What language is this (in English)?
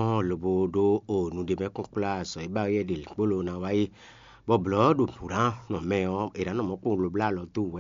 Fon